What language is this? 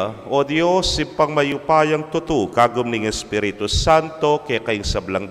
Pampanga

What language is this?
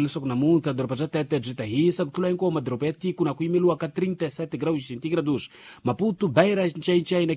Tsonga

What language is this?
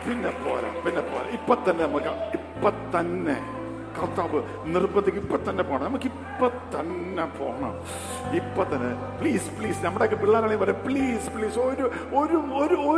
Malayalam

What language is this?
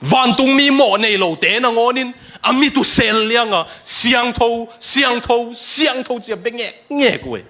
Tedim Chin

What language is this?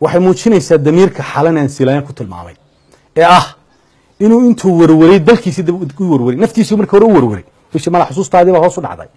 Somali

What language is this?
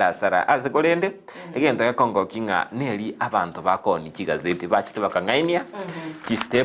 Gusii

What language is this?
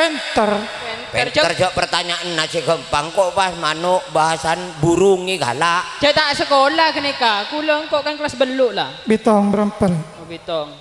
Madurese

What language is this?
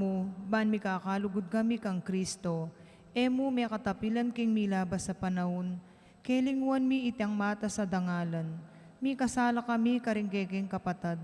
Pampanga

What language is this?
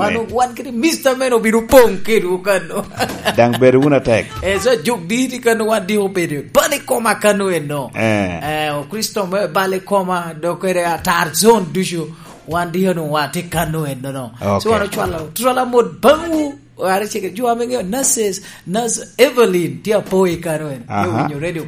Lango (Uganda)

